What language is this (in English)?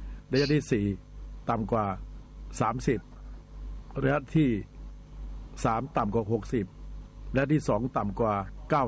Thai